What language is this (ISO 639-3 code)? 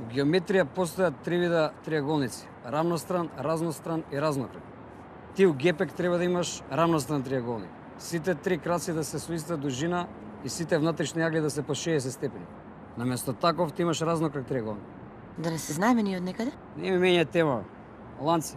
mkd